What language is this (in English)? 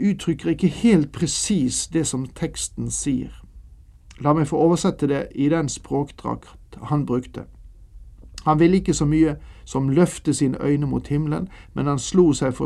Norwegian